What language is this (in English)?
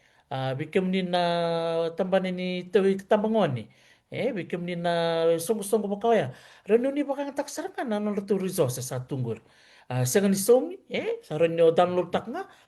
Fijian